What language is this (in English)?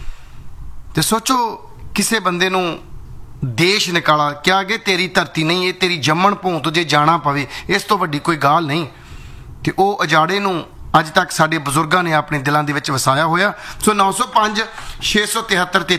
Punjabi